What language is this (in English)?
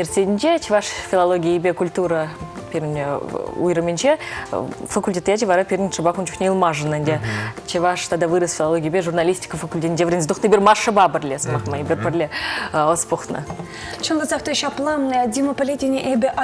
Chuvash